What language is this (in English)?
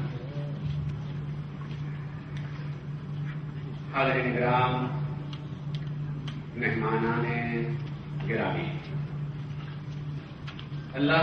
Urdu